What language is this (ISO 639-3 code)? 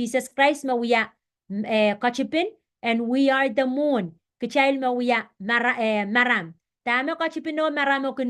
pon